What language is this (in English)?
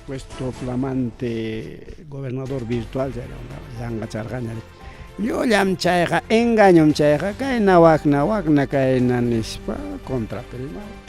Ayacucho Quechua